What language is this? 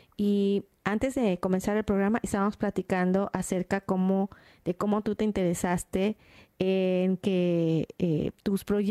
Spanish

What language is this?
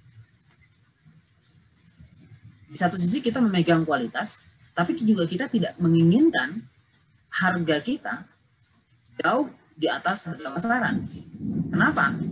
Indonesian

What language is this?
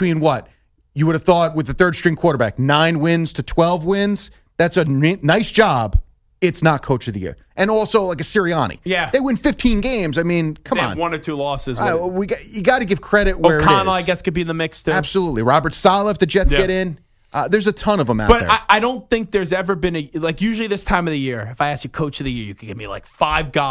English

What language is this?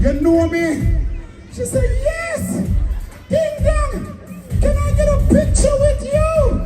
Jamaican Creole English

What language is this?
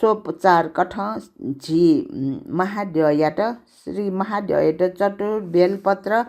Newari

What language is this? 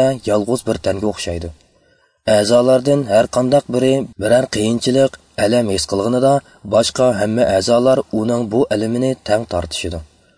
Uyghur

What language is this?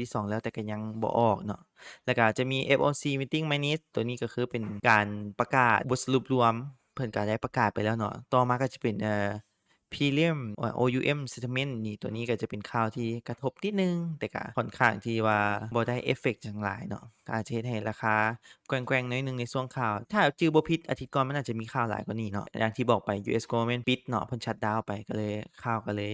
Lao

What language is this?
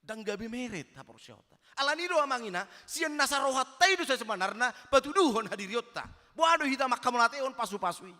Batak Toba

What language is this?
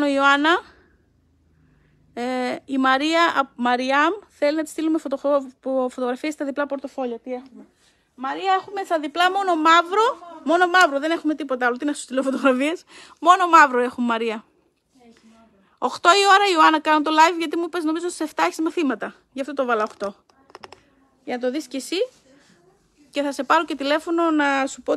Greek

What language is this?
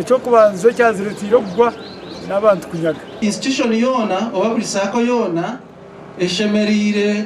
Nyankole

